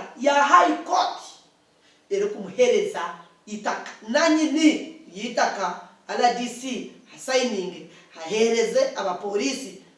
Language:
Nyankole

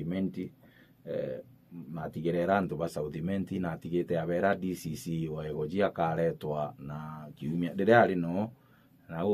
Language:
Meru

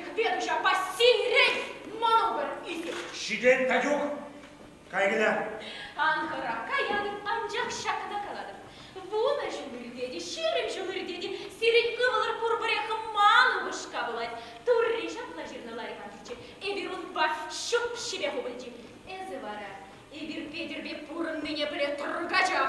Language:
Chuvash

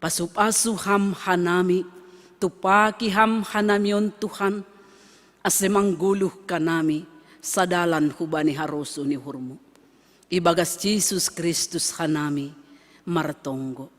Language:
Batak Simalungun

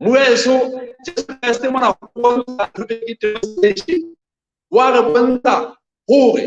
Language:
Southern Sotho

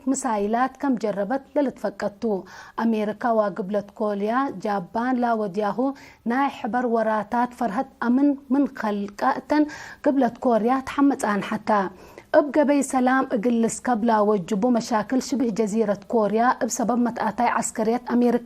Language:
Tigre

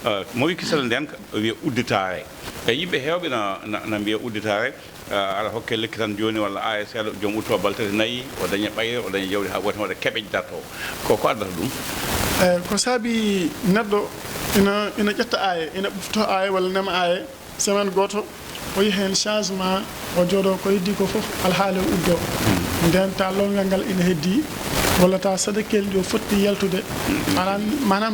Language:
Fula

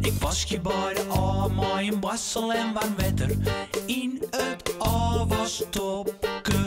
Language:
Western Frisian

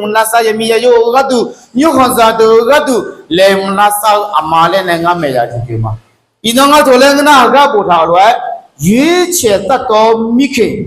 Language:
Akha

